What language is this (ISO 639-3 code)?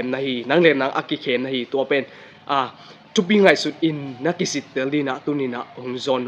ctd